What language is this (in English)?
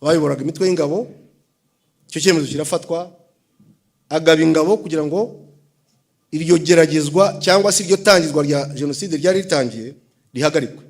Kinyarwanda